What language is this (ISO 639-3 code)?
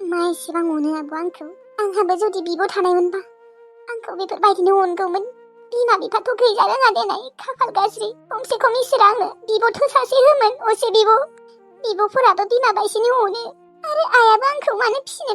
brx